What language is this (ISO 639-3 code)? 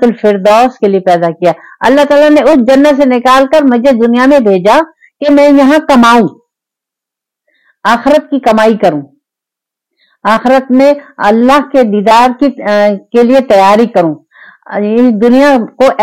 urd